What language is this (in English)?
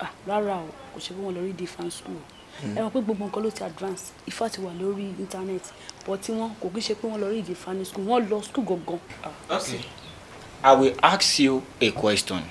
Yoruba